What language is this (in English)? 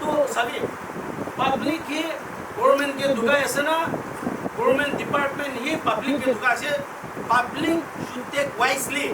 Naga Pidgin